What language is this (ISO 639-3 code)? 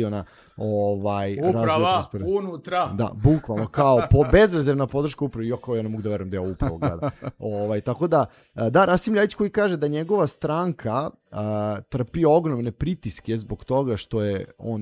srp